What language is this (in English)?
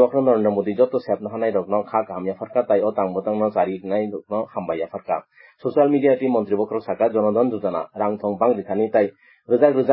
Kok Borok